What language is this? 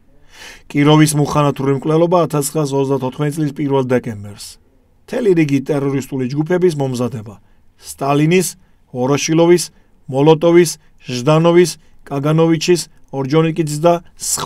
Georgian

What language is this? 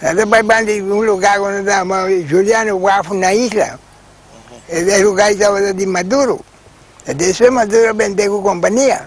Papiamento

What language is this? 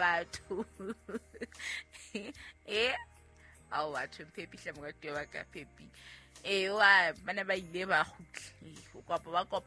Southern Sotho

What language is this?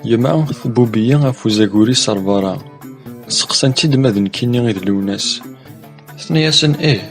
Kabyle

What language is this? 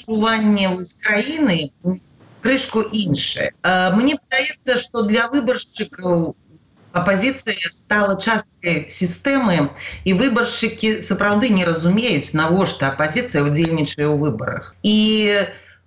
Belarusian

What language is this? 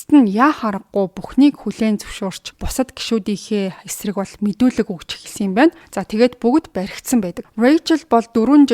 Mongolian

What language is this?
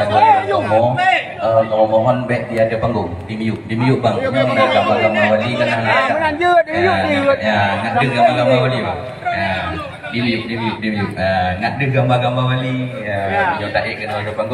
Achinese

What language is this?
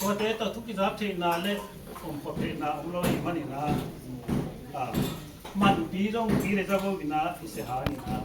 Tedim Chin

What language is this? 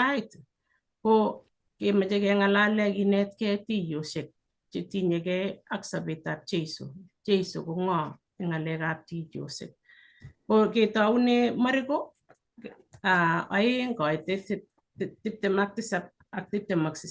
Kalenjin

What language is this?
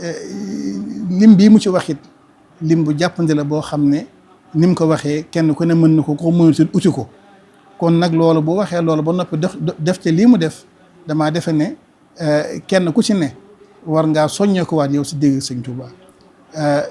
Wolof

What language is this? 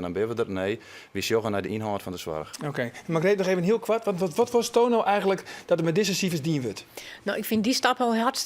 Western Frisian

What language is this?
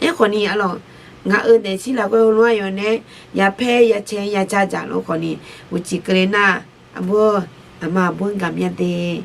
Akha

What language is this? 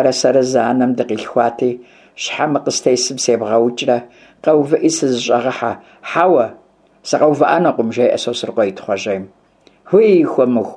Kabardian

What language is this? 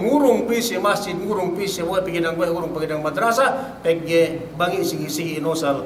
Yakan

